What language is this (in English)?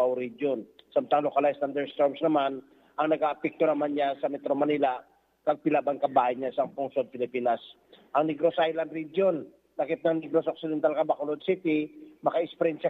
Hiligaynon